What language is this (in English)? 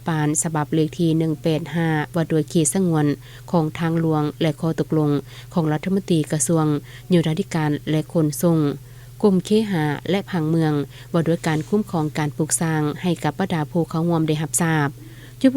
Lao